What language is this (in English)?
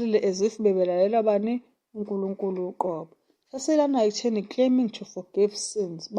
Zulu